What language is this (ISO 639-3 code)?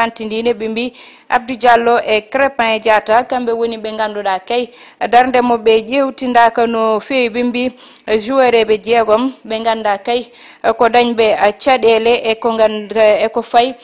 ful